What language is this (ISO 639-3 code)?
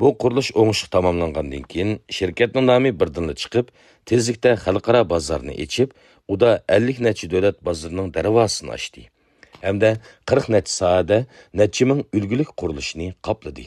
uig